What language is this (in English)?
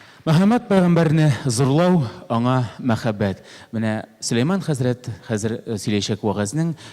Tatar